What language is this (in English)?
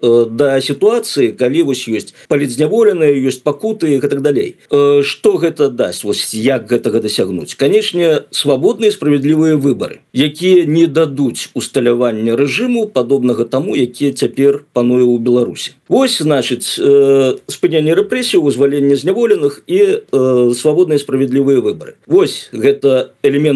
Belarusian